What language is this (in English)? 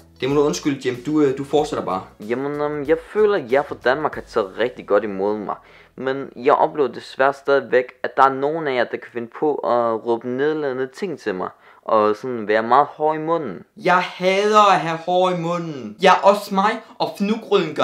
Danish